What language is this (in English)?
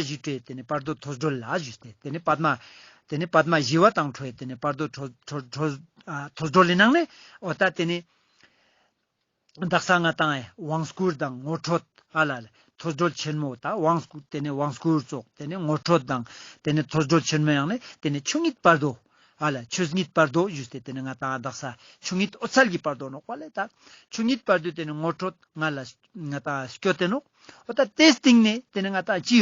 Ladakhi